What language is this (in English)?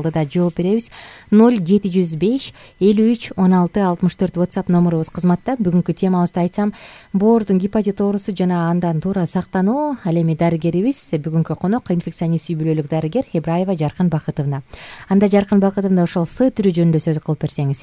Kyrgyz